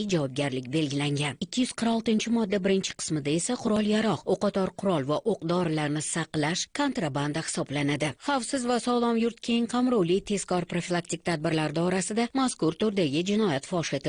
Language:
Uzbek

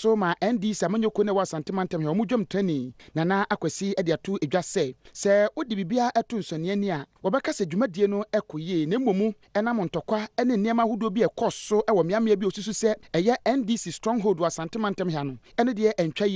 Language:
Akan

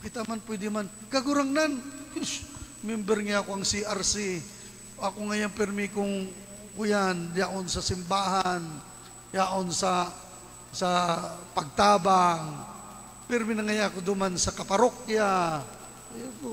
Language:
Bikol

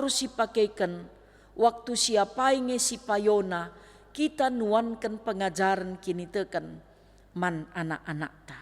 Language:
Batak Karo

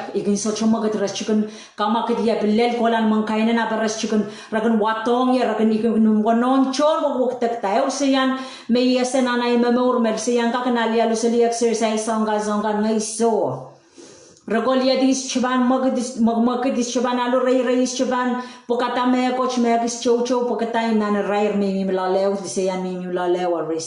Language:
Pohnpeian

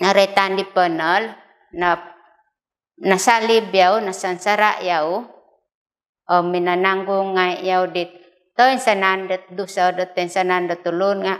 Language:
Central Dusun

